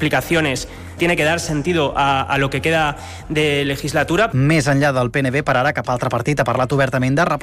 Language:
Catalan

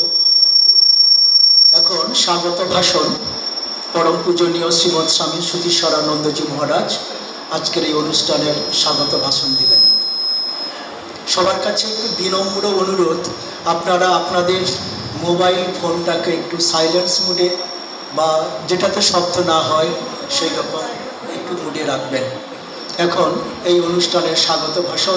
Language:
Bangla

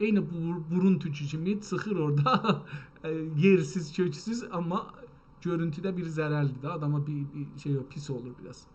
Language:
South Azerbaijani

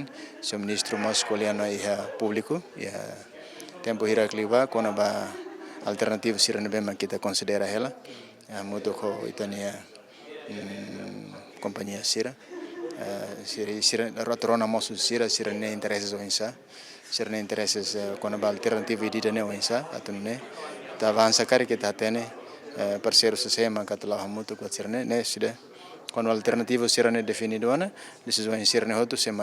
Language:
Tetum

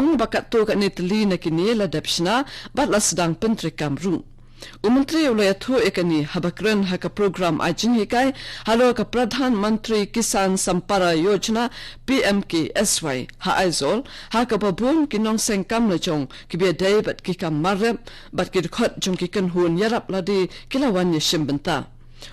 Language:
Khasi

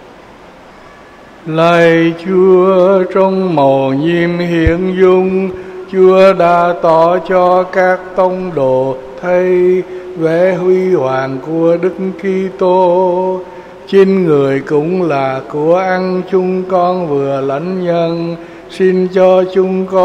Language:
Vietnamese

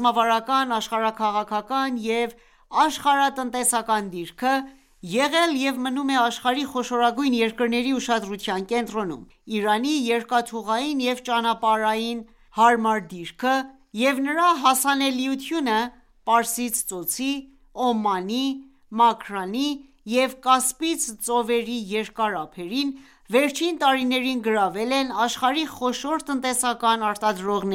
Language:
Armenian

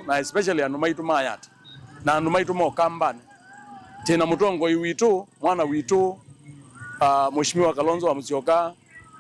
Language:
Kamba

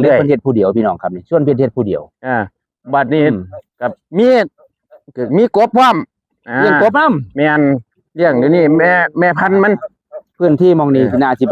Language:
Northeastern Thai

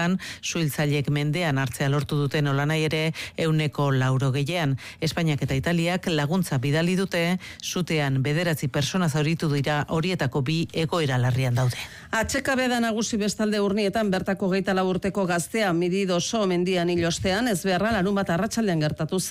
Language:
Basque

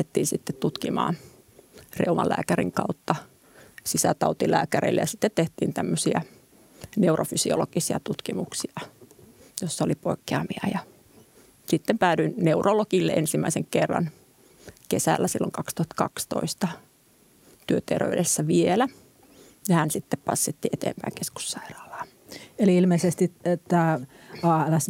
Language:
Finnish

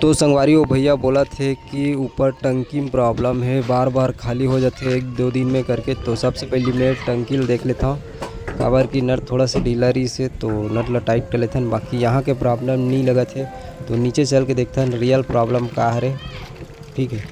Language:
Chhattisgarhi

